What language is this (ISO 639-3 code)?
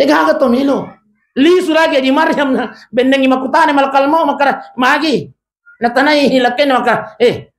bug